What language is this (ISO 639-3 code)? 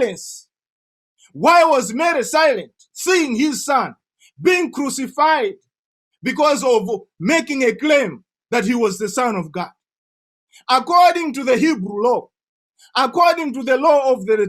eng